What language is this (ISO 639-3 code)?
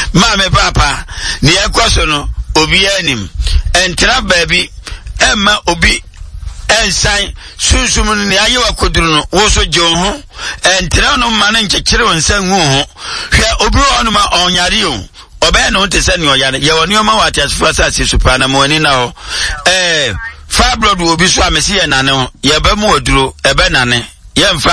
aka